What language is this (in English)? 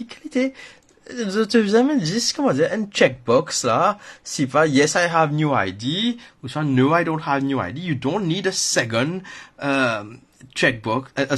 Morisyen